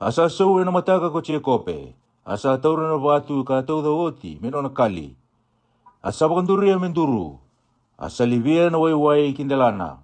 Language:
Fijian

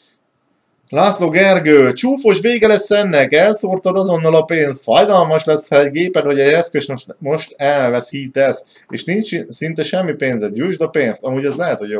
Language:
Hungarian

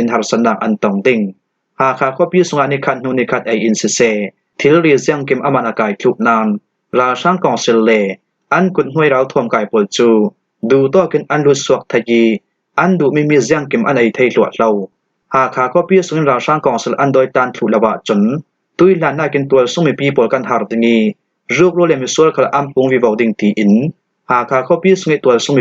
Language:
Falam Chin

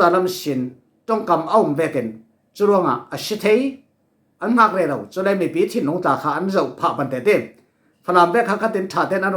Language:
Falam Chin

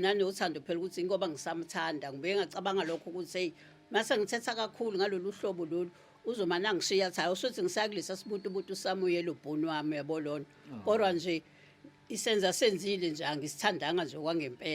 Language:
Zulu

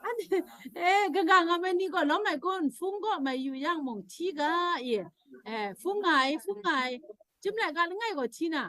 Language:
Kachin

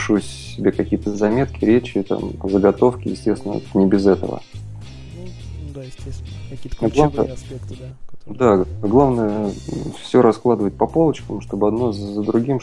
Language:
Russian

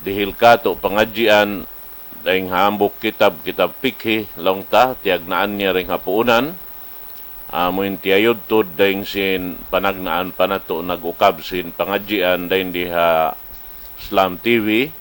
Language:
Tausug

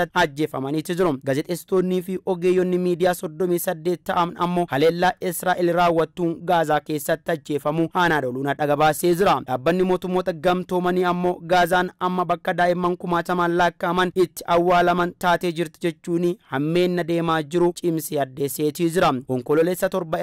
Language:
Oromo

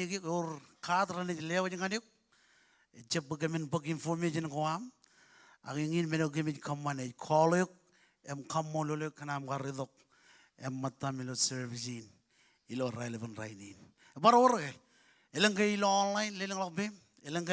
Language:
Marshallese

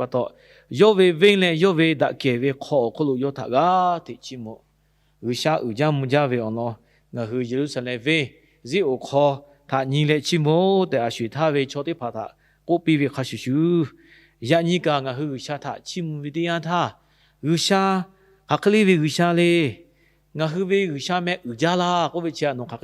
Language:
Lahu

